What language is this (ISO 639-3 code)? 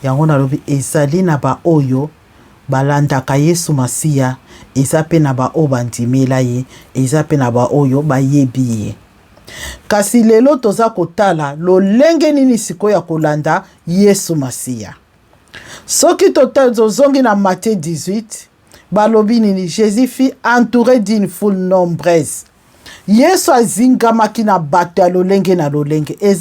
lin